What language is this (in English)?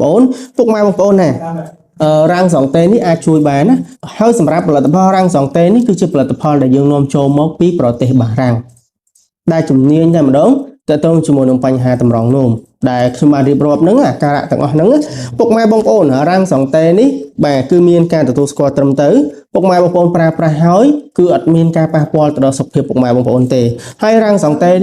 Khmer